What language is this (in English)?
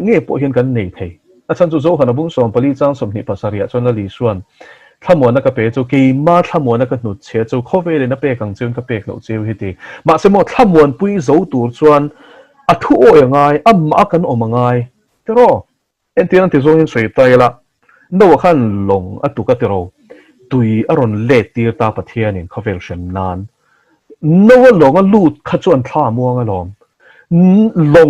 Mizo